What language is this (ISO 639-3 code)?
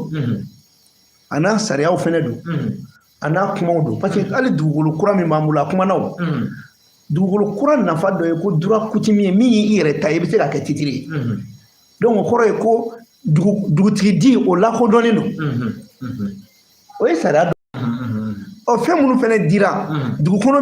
bam